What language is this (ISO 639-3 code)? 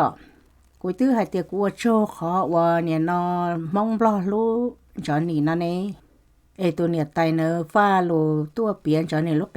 hmn